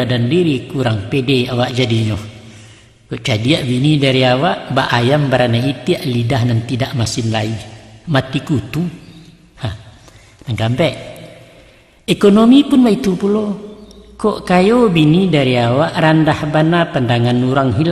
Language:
Minangkabau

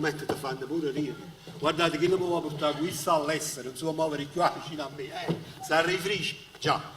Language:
Neapolitan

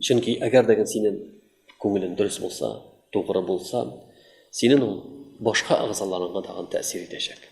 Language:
Tatar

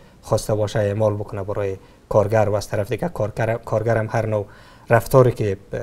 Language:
Persian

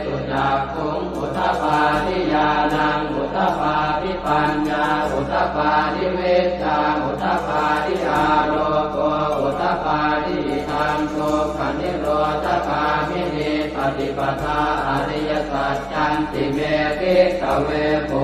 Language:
Pali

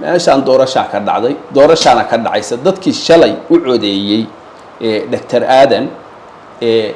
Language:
Somali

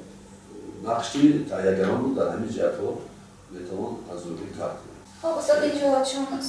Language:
Tajik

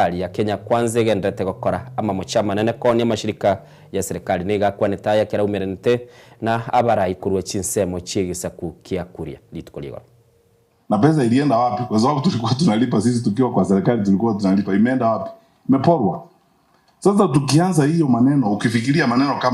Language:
Gusii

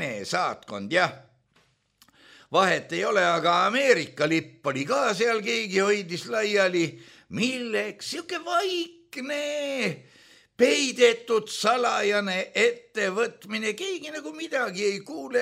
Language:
Estonian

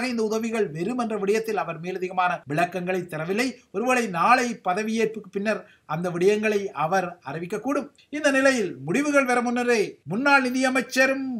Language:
Tamil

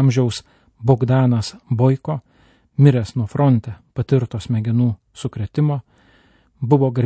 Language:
Lithuanian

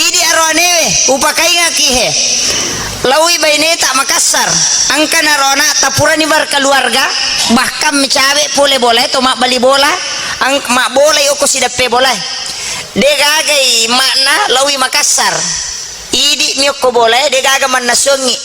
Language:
Buginese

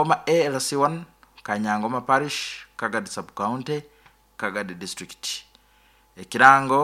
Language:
Nyoro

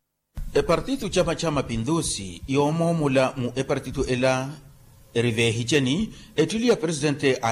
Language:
Makhuwa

